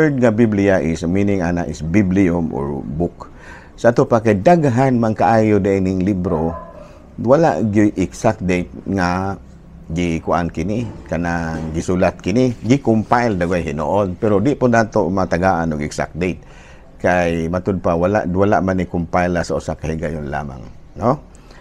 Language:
Cebuano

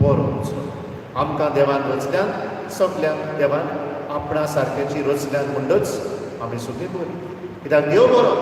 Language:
Konkani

